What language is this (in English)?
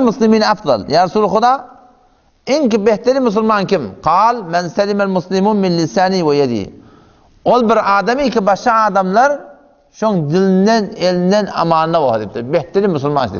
Turkmen